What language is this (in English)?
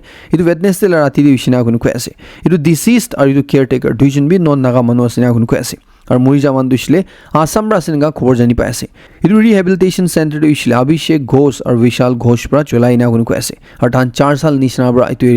Naga Pidgin